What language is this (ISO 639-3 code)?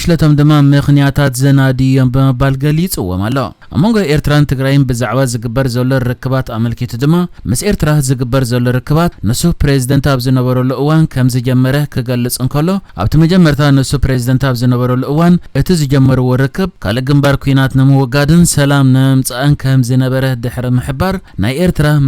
tir